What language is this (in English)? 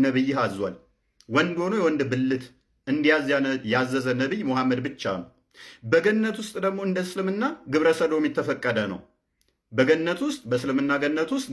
Amharic